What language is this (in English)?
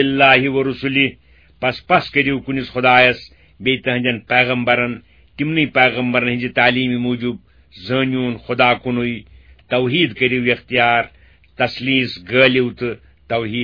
Kashmiri